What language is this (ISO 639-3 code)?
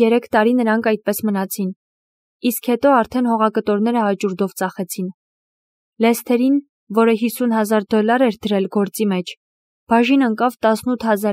hye